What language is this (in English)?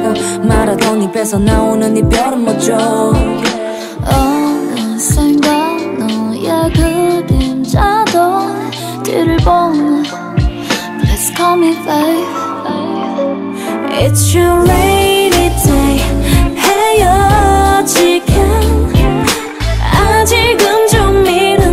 Korean